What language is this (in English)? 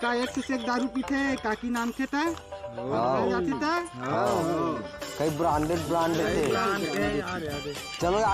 Chhattisgarhi